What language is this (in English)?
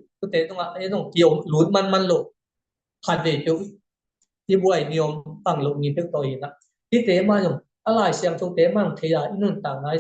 Tedim Chin